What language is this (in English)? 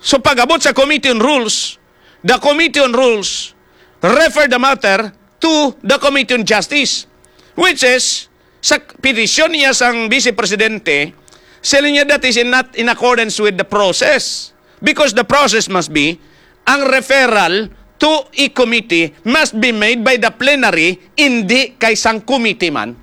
Hiligaynon